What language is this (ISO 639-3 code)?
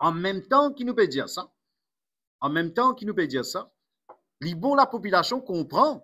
mfe